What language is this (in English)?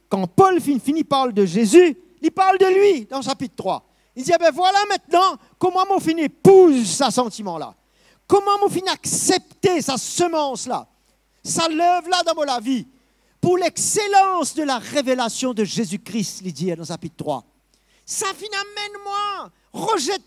Morisyen